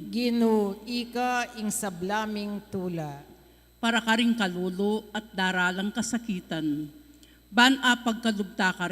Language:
Pampanga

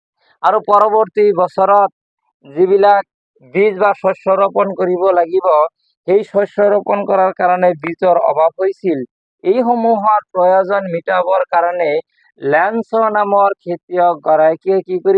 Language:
Assamese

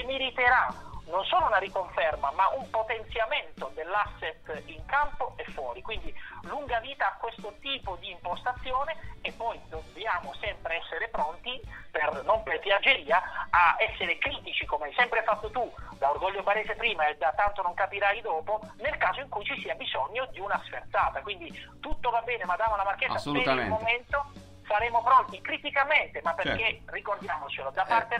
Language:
Italian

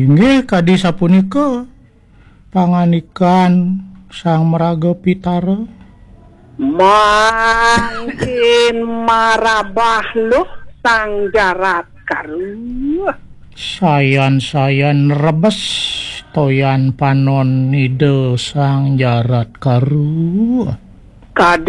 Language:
Balinese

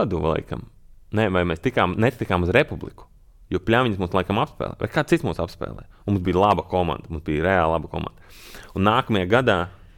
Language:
Latvian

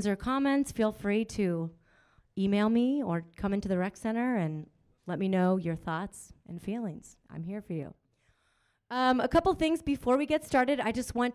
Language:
English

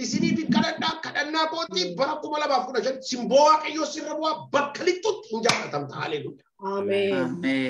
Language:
Oromo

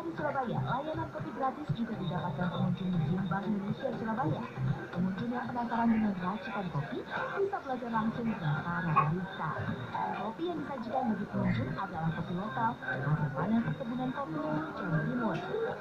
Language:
Indonesian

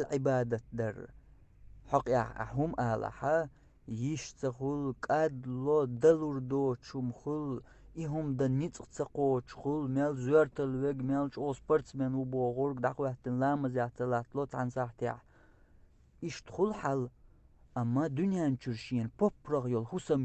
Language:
Chechen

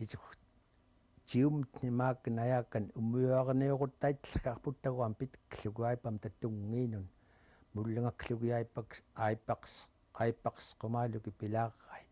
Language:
Central Yupik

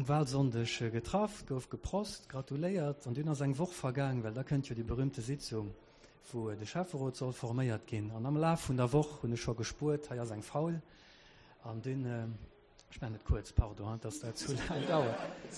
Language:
Luxembourgish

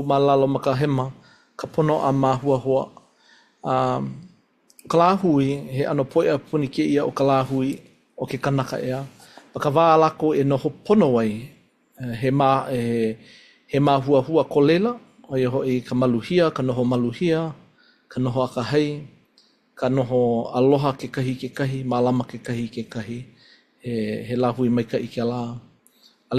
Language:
Hawaiian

